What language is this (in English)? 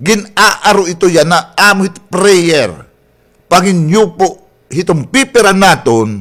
Waray